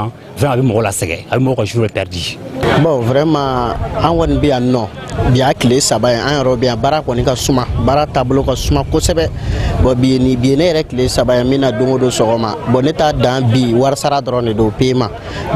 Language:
Bambara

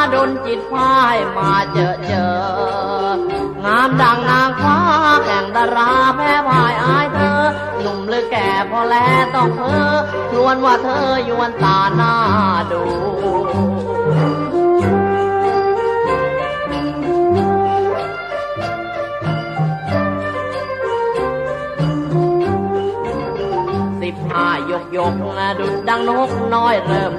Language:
Thai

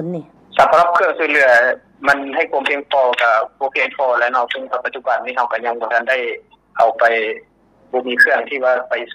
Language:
Lao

